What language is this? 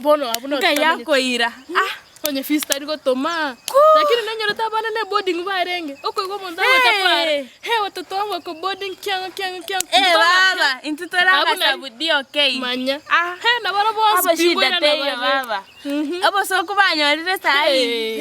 Gusii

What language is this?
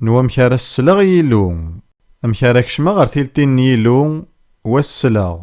Kabyle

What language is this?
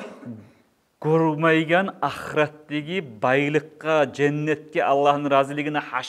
Kumyk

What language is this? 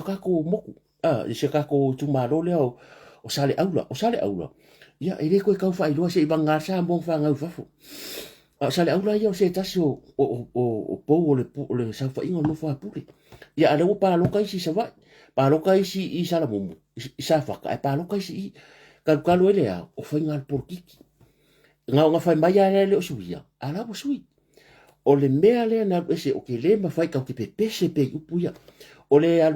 Samoan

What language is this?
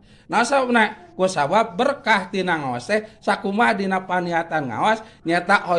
Sundanese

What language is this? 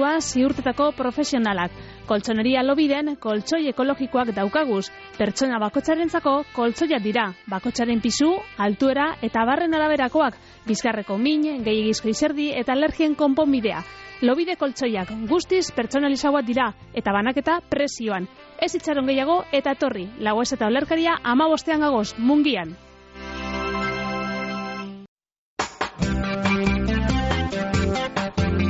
Basque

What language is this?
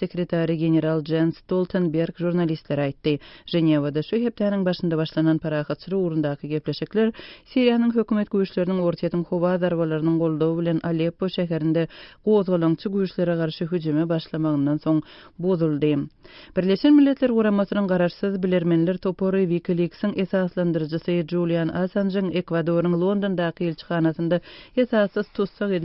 Turkmen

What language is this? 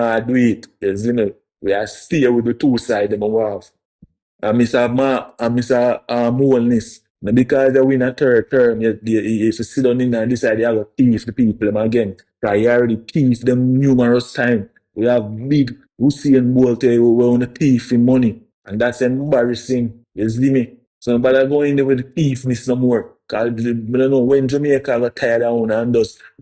Jamaican Creole English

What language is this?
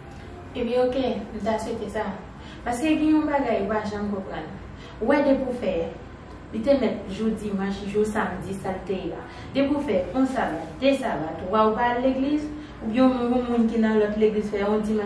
Haitian Creole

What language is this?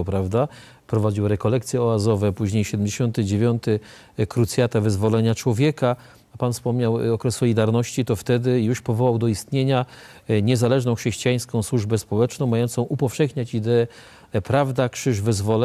Polish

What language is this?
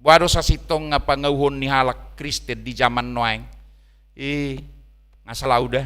Batak Toba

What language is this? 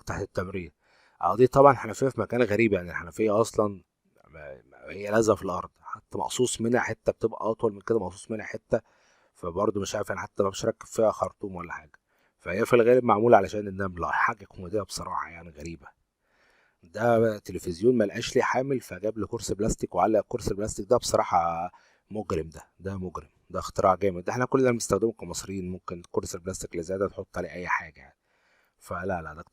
Egyptian Arabic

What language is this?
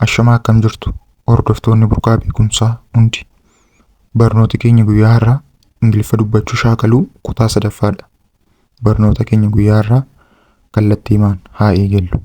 Oromo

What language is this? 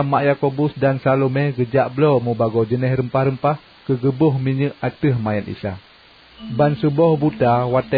Achinese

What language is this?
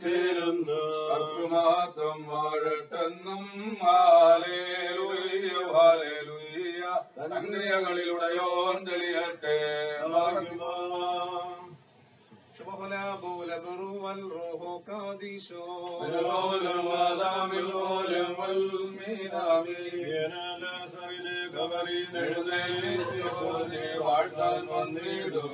Malayalam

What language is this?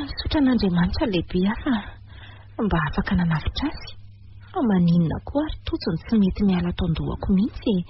Malagasy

